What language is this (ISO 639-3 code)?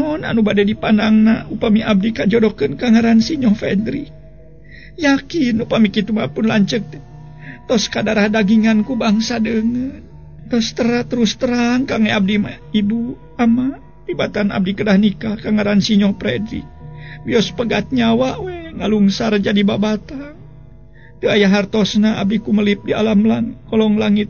sun